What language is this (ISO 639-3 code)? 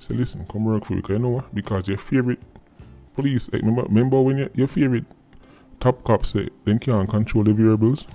jam